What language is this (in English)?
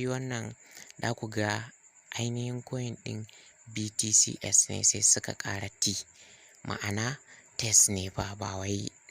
Hausa